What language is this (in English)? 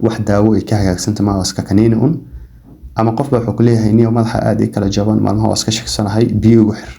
Somali